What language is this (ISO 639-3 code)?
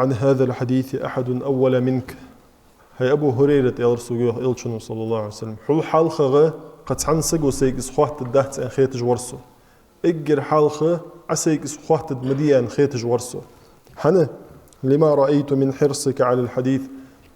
inh